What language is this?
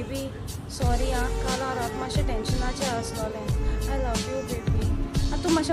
Konkani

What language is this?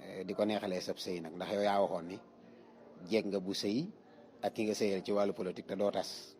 Wolof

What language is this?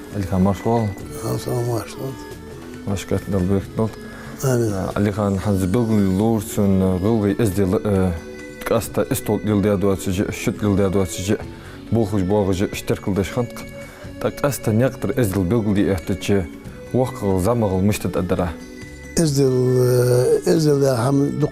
Ingush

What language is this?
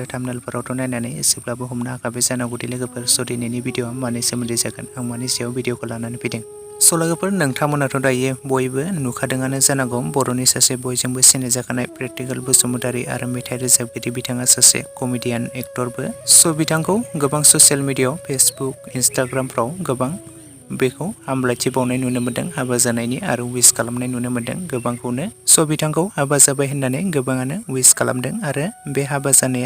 Bodo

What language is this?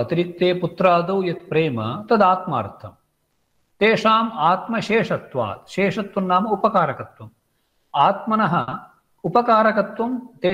Sanskrit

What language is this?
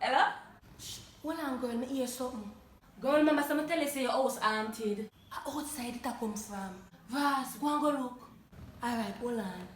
Jamaican Creole English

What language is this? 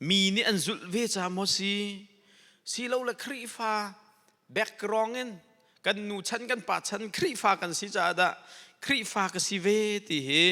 Hakha Chin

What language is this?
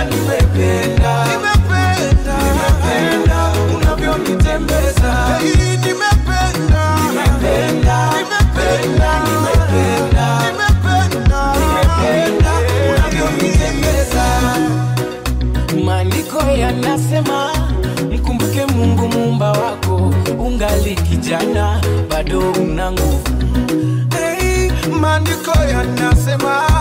Swahili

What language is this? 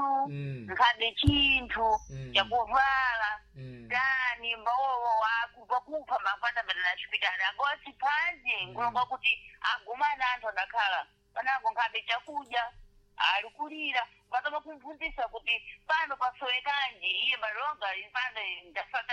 Sena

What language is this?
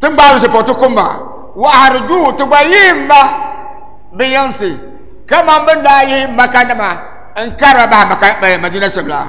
Dagbani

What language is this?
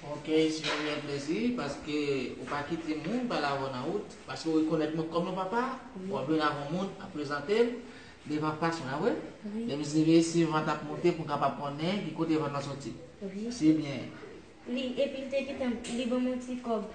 Haitian Creole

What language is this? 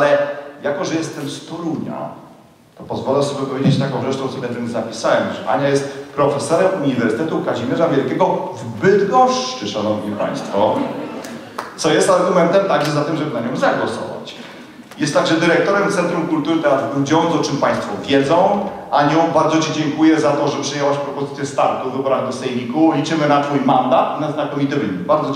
Polish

